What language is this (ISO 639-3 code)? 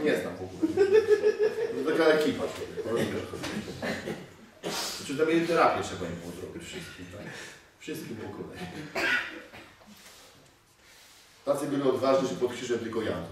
pol